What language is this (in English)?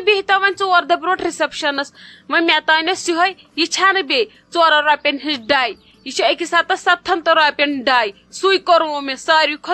Kashmiri